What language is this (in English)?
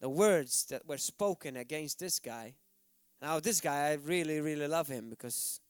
English